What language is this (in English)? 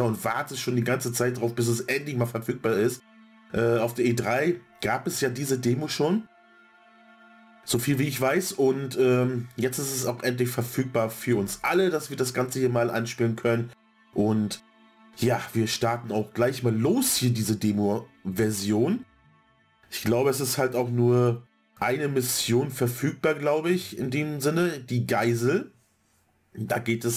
German